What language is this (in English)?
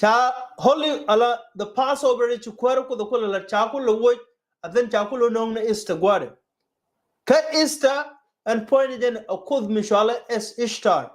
Nuer